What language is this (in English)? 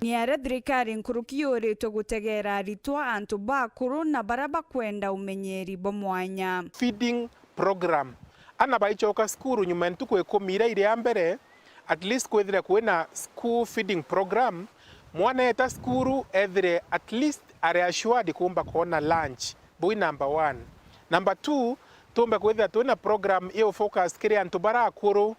Meru